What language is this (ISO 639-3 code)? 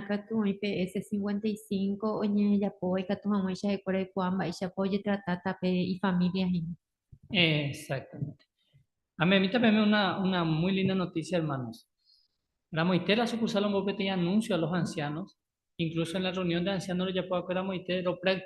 grn